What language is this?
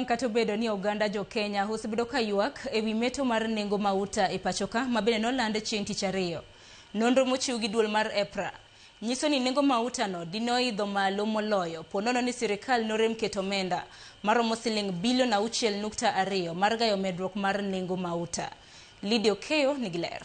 Luo (Kenya and Tanzania)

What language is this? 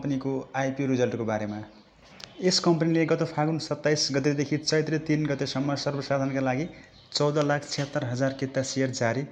Nepali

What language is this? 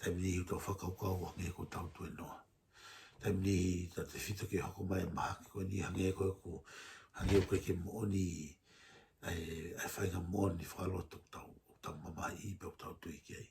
Tongan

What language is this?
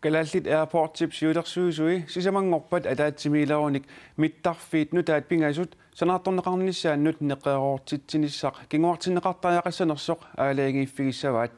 Kalaallisut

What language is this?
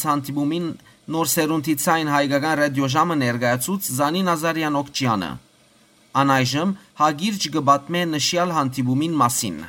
Western Armenian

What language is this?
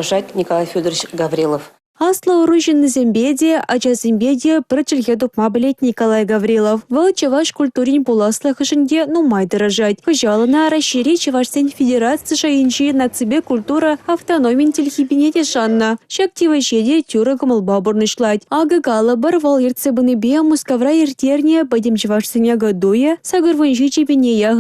Chuvash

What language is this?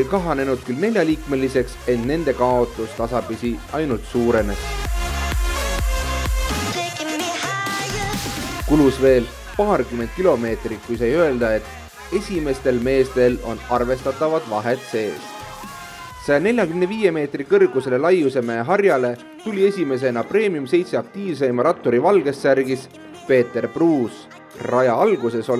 Estonian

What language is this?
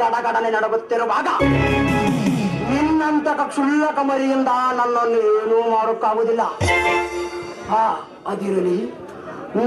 Kannada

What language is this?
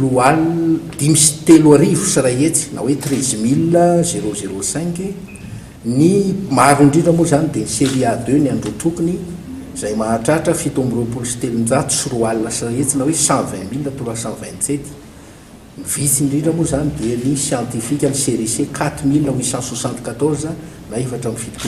Malagasy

